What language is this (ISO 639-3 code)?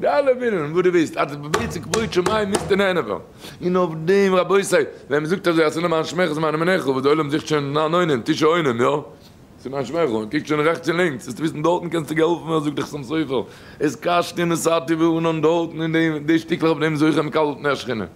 yid